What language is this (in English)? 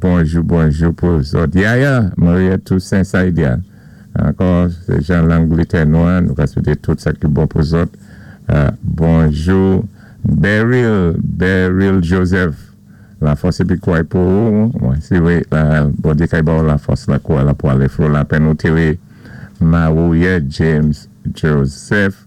Saint Lucian Creole French